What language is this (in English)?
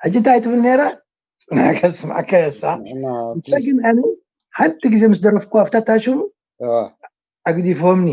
Tigrinya